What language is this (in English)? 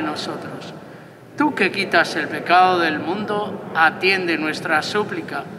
Spanish